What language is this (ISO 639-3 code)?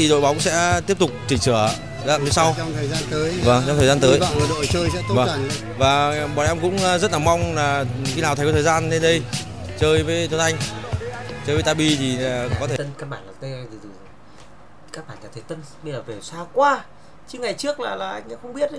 vie